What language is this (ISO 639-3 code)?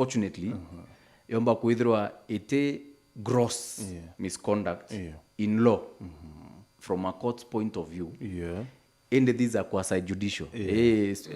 mer